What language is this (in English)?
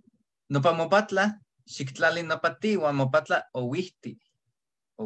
Eastern Huasteca Nahuatl